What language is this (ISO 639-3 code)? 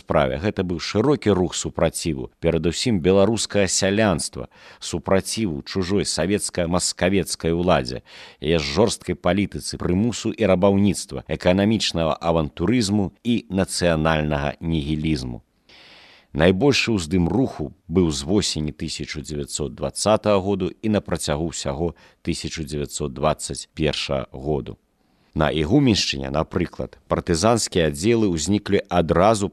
bel